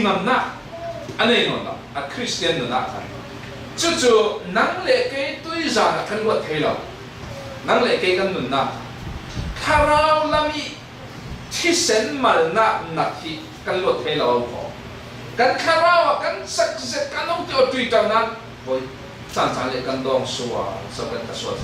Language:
Falam Chin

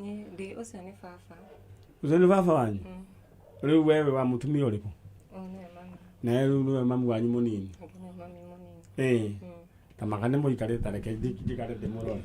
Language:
Kikuyu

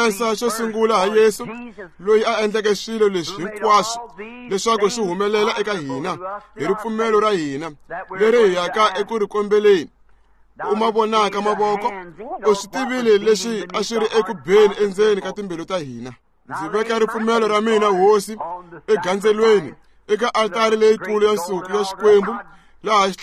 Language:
Tsonga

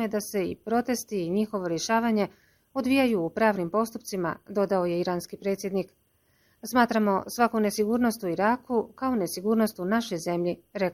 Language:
Bosnian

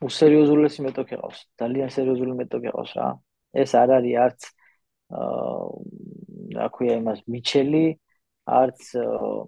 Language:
Georgian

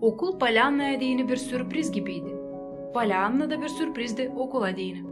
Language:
Gagauz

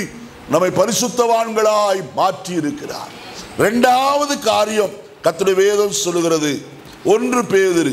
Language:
Tamil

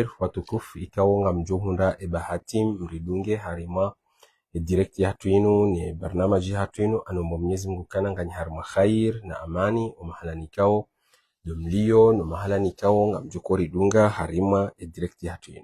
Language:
Ngazidja Comorian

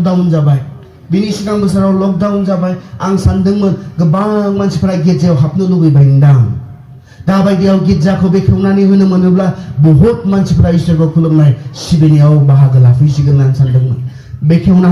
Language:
Bodo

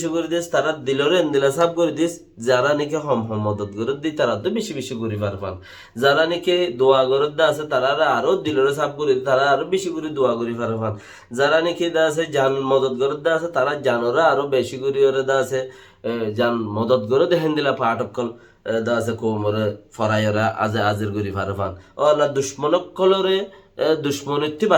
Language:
Rohingya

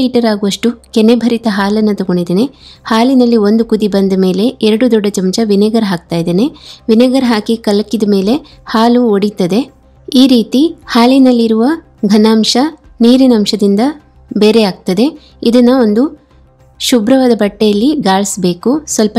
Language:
Kannada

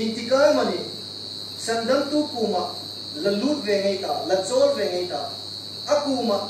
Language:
Hmar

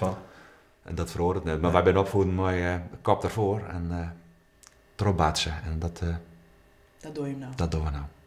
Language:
Western Frisian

